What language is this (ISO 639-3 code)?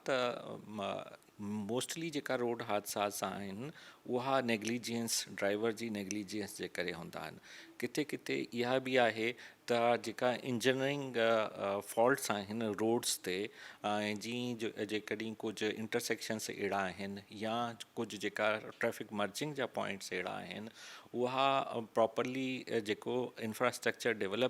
snd